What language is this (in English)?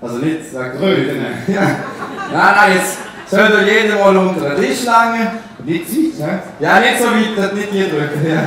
Swiss German